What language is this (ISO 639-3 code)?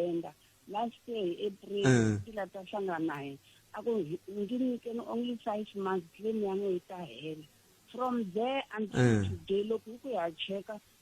tso